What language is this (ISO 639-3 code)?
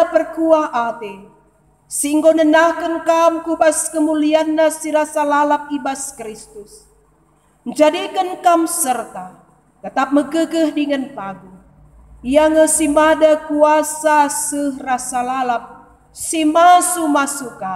btx